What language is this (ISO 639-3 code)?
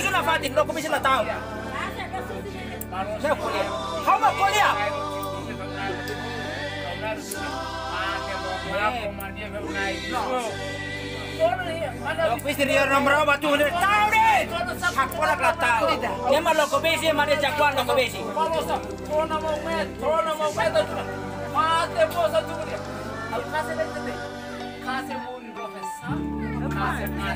ind